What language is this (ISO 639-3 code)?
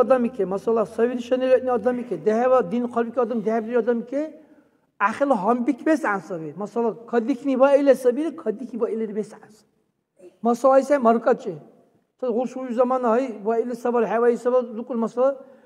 dar